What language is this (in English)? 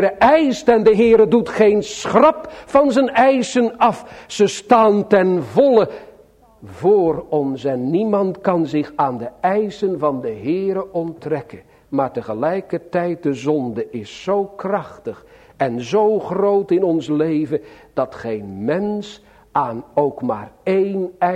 Dutch